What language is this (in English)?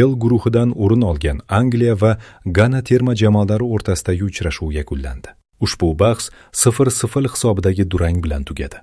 Uzbek